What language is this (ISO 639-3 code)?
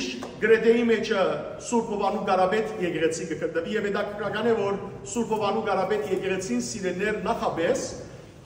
hyw